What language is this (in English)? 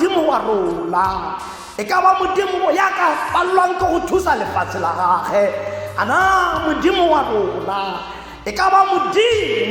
Tswana